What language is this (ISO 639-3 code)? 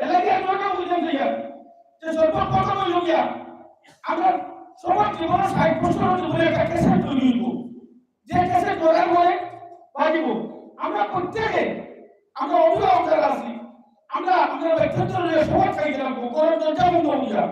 syl